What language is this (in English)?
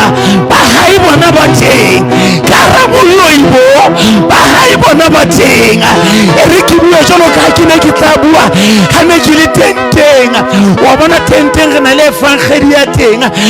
Southern Sotho